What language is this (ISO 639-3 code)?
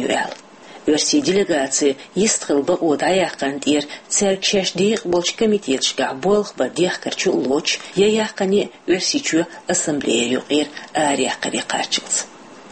che